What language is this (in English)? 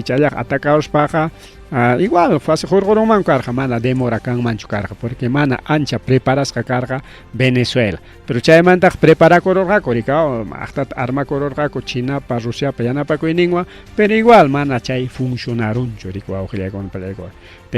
Ayacucho Quechua